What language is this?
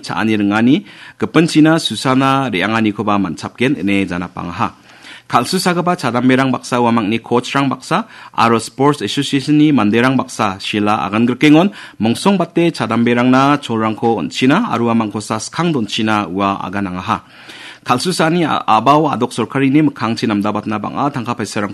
Garo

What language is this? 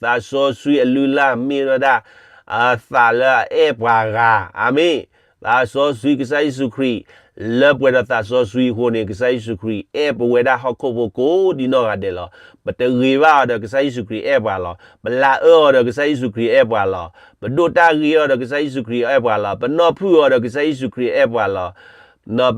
S'gaw Karen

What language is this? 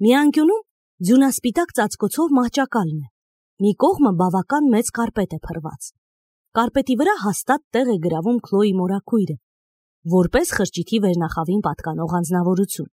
Armenian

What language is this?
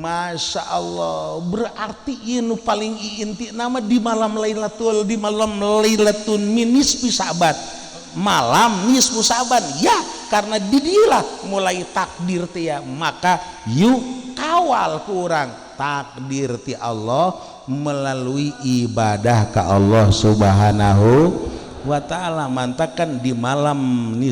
Sundanese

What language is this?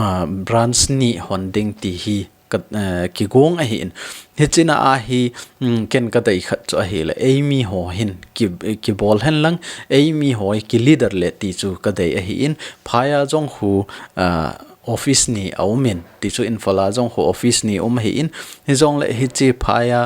Thado Chin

